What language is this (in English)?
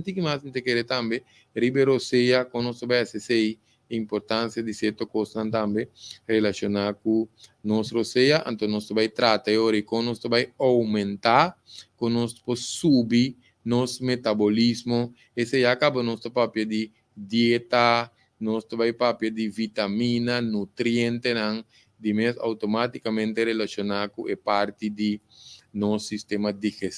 Papiamento